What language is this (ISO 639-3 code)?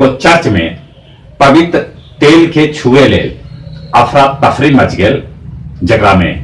mag